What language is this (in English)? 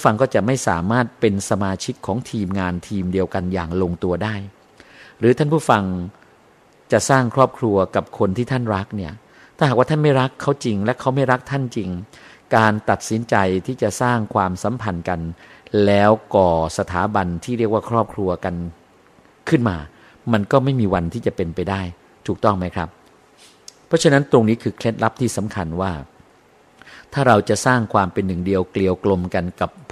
Thai